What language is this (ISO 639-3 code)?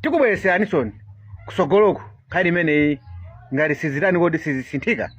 nya